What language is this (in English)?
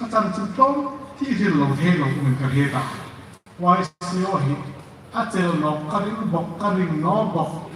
Hmar